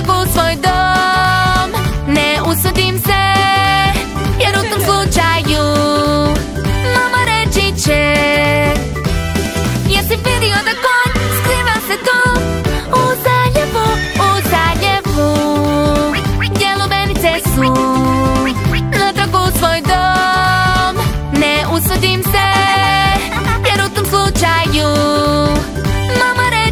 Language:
Croatian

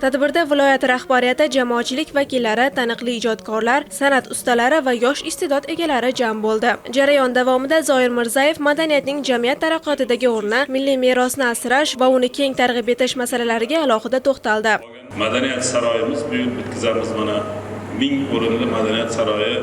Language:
Uzbek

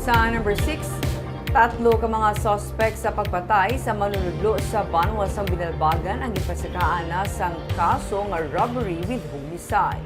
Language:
Hiligaynon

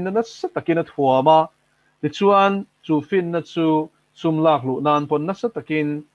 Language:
Mizo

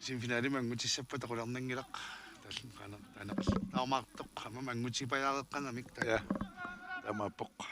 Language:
Kalaallisut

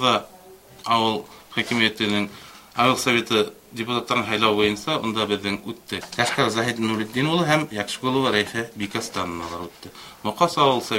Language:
Bashkir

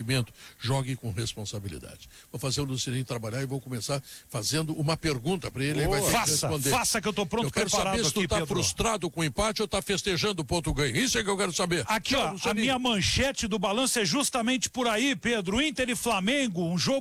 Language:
Portuguese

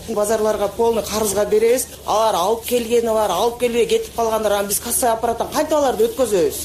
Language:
Kyrgyz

